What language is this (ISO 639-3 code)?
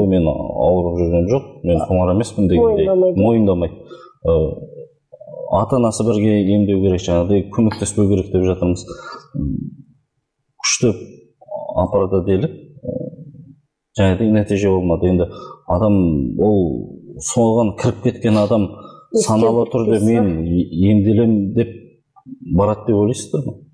kaz